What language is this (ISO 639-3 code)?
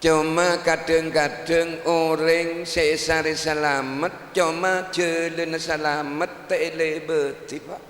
mad